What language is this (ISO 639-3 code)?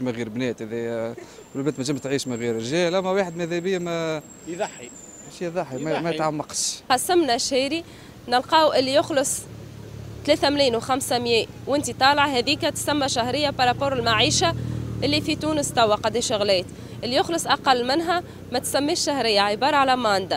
aeb